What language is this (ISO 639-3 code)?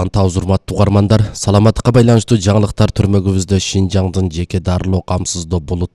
kir